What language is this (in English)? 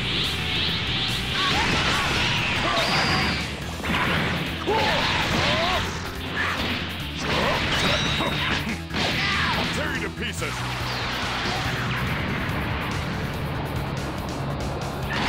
English